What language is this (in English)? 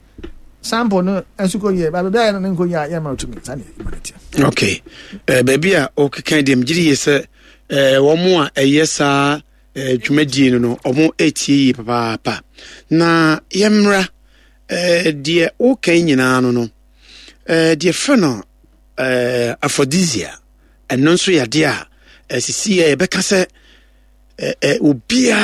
Akan